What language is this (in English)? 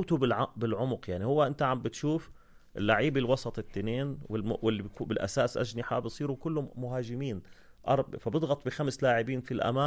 North Levantine Arabic